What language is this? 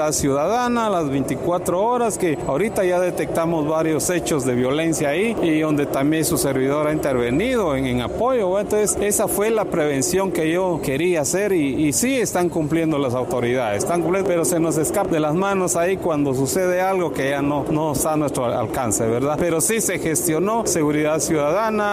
Spanish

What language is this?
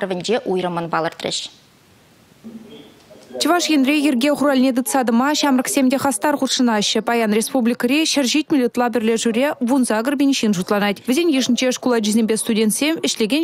Chuvash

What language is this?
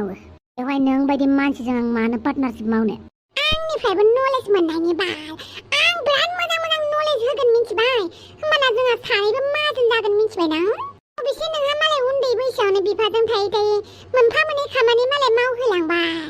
Bodo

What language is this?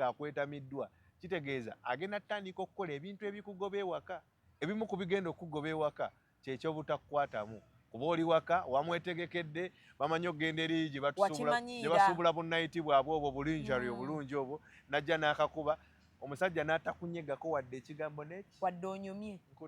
Ganda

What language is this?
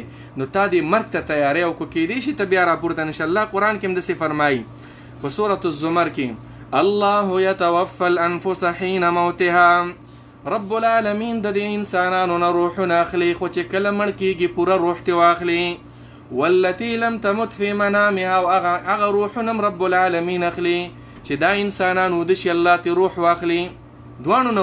Pashto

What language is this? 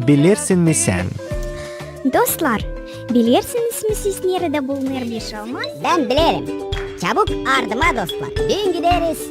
Gagauz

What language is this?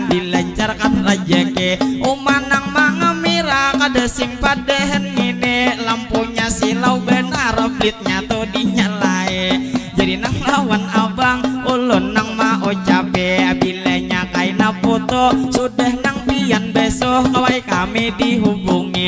Banjar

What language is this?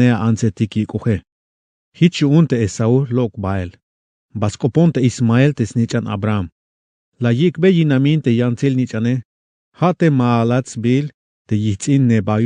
Tzeltal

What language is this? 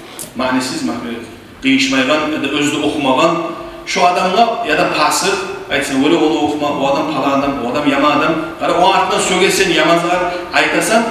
Kumyk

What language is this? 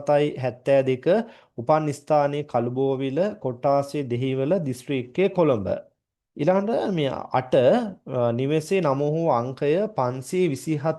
Sinhala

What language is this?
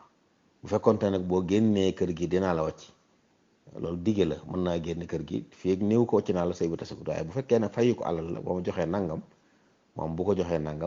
Wolof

